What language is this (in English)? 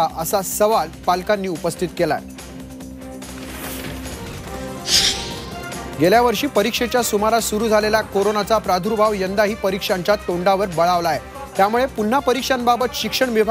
Marathi